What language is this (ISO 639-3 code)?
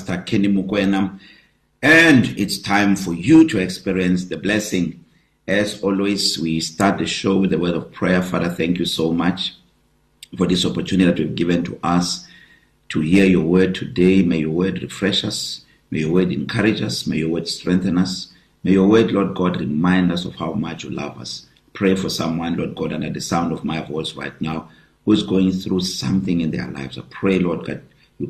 eng